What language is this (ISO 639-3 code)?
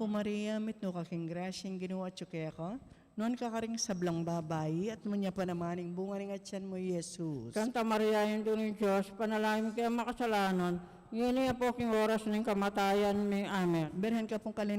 pam